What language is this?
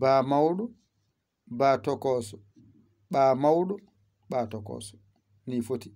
Fula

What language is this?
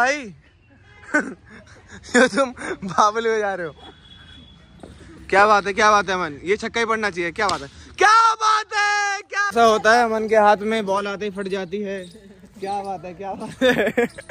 Hindi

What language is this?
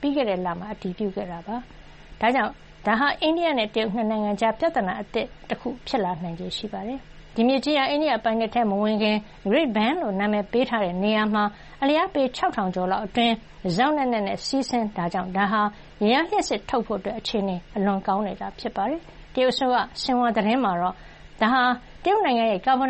Burmese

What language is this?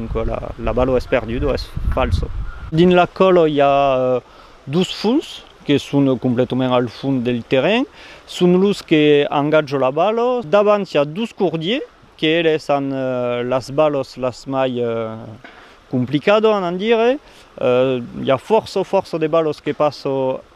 Occitan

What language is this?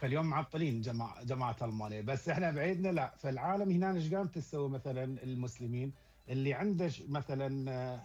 Mesopotamian Arabic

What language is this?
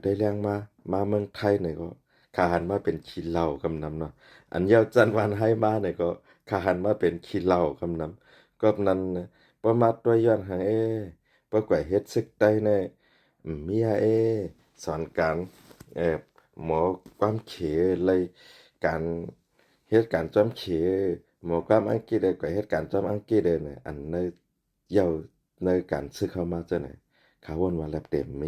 Shan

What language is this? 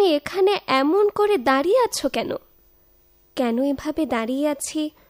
Bangla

